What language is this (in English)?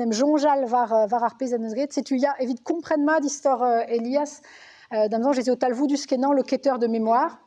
Breton